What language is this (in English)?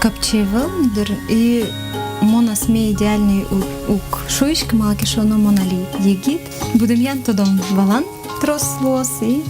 Udmurt